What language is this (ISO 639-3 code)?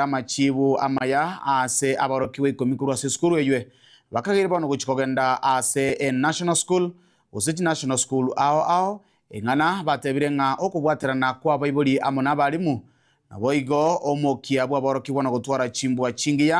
guz